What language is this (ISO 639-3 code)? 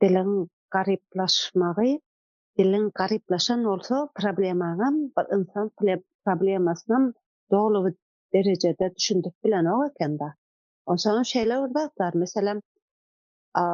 tuk